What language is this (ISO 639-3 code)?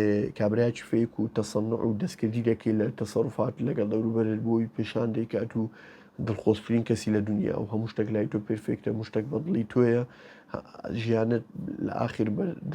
ckb